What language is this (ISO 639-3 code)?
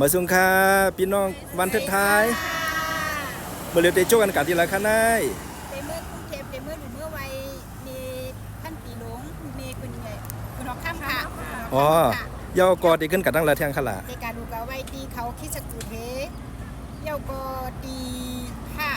shn